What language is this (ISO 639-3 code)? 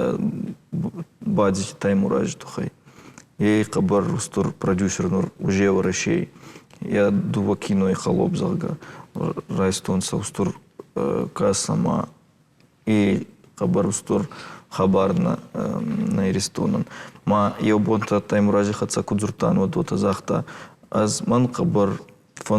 oss